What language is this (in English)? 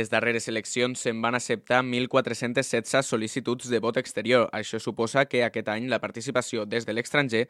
Catalan